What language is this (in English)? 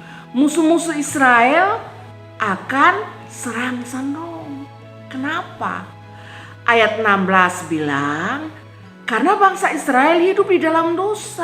Kupang Malay